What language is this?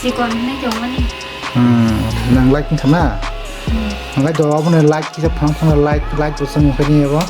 Kok Borok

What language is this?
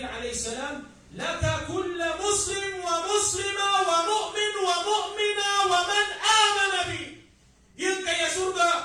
Maranao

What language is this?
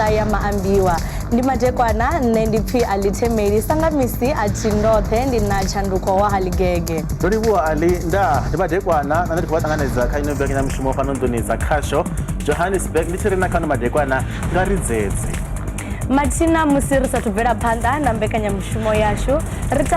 Venda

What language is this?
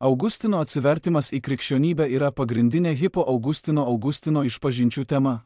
Lithuanian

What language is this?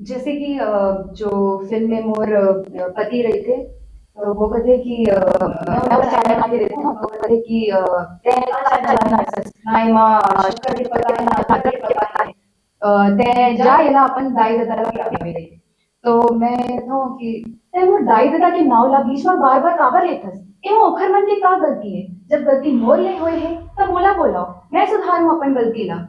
Chhattisgarhi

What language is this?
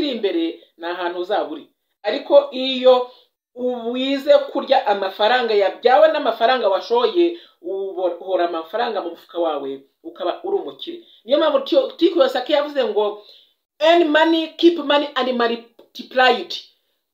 Kinyarwanda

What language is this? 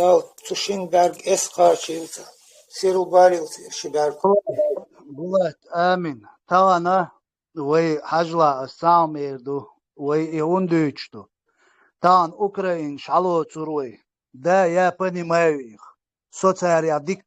Chechen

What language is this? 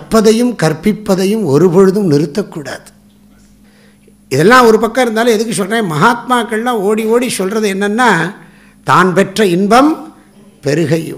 Tamil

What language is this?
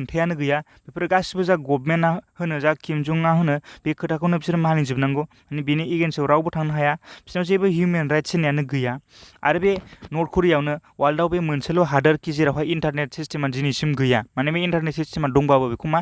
Bodo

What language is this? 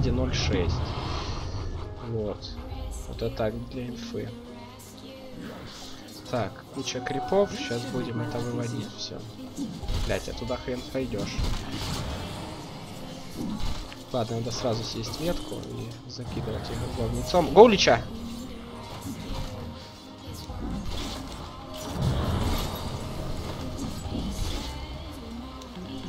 Russian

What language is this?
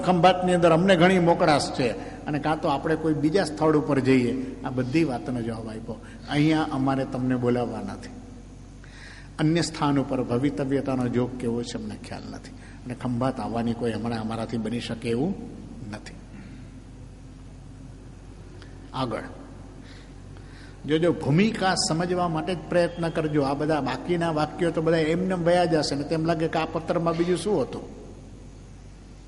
Gujarati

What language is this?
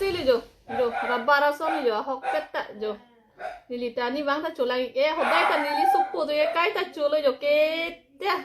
Karbi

